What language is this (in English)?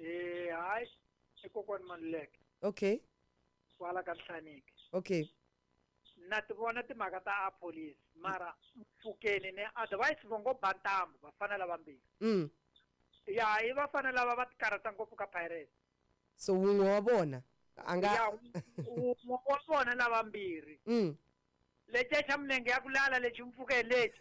Tsonga